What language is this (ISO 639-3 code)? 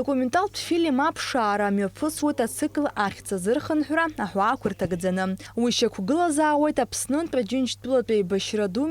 abk